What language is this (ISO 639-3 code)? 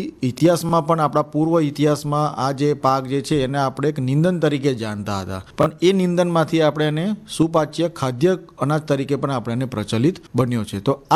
guj